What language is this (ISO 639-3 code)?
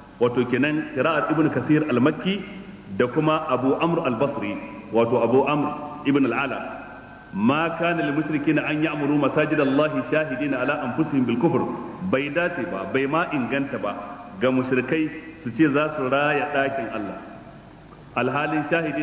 hau